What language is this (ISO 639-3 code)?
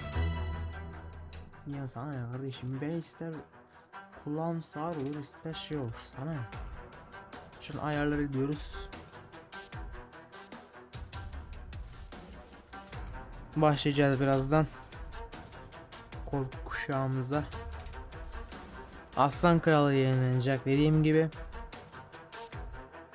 tur